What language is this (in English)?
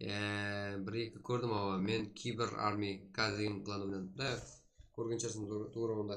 Kara-Kalpak